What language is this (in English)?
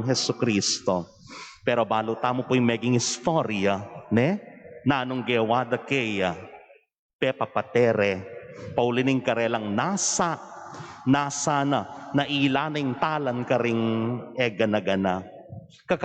Pampanga